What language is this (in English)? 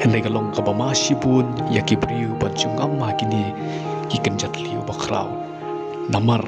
Khasi